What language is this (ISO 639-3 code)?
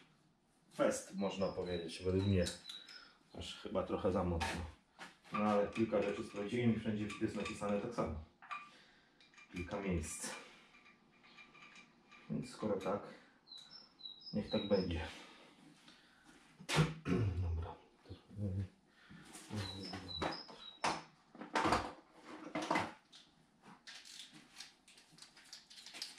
pol